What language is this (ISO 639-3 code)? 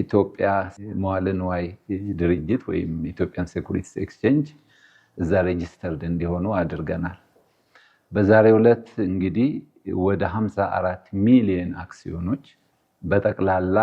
amh